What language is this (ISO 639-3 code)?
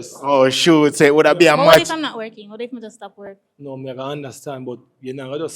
jam